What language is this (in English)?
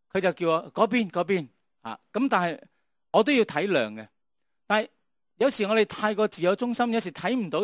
Cantonese